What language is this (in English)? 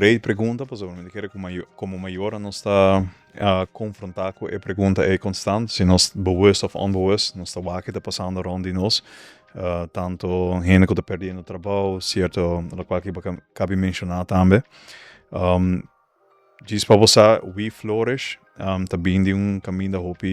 Papiamento